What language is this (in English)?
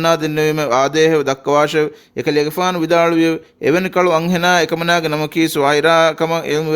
Divehi